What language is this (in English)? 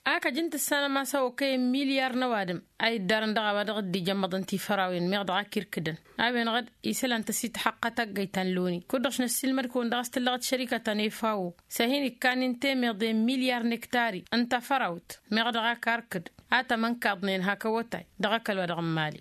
Tamasheq